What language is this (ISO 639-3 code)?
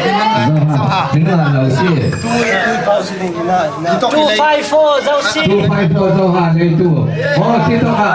cfm